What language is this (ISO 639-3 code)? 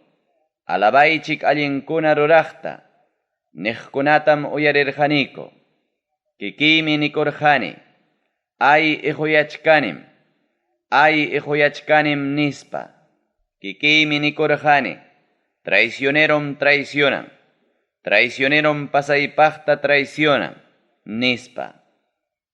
quy